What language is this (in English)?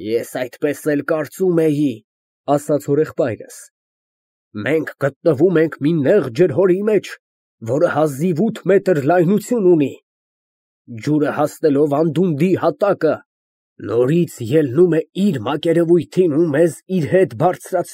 Armenian